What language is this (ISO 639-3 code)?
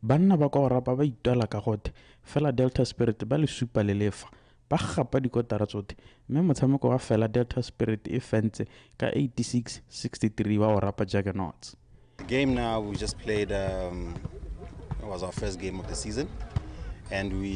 tsn